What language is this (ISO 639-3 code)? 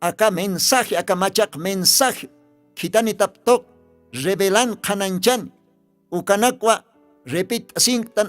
aym